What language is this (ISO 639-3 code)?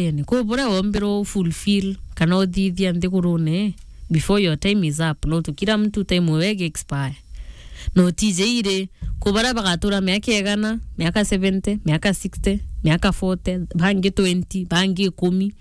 mer